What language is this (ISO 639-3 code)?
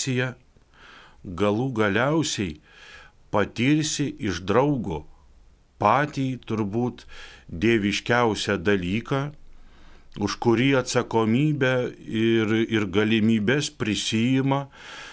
lit